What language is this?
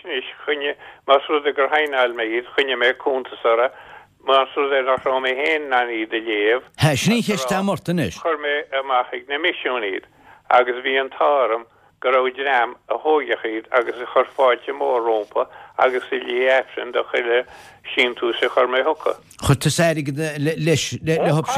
Irish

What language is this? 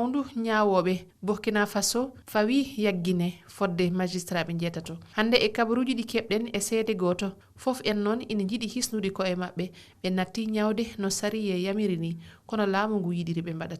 Fula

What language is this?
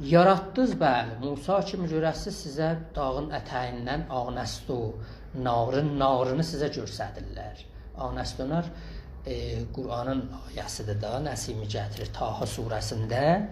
South Azerbaijani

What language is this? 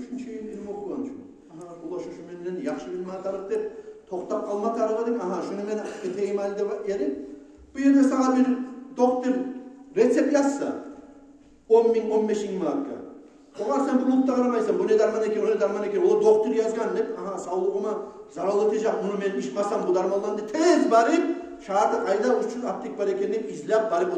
Kumyk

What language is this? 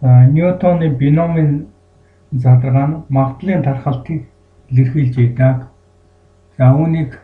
Mongolian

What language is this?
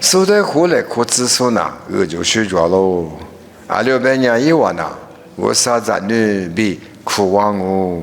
Lisu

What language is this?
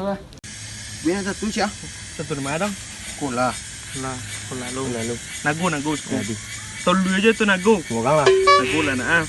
Minangkabau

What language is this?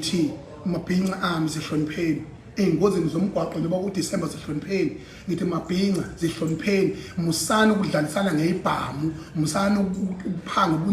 Zulu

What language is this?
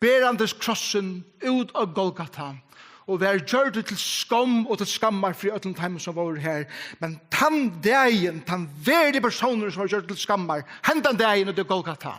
Faroese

